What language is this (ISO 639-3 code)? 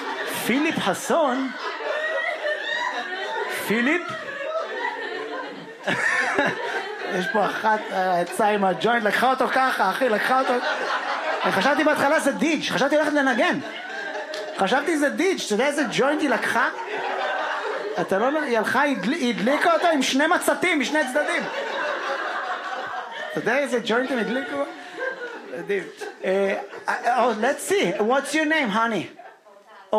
heb